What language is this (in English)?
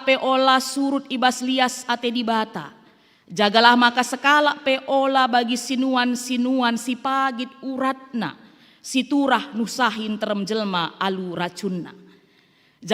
Batak Karo